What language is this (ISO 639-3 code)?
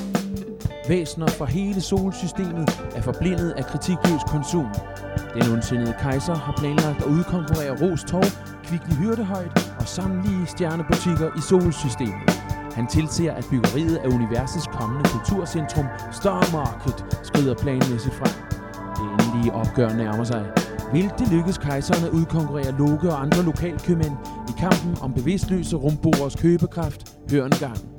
dan